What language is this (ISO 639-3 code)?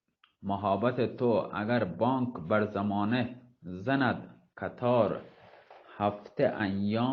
bal